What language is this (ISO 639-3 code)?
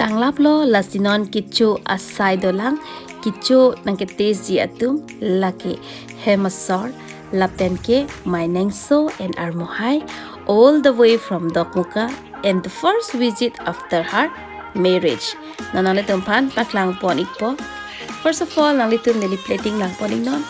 mjw